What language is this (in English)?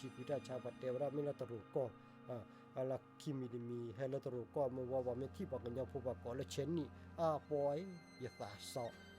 S'gaw Karen